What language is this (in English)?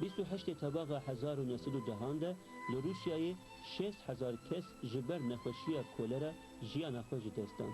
Kurdish